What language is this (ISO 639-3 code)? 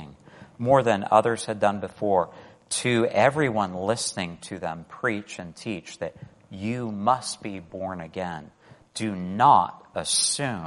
eng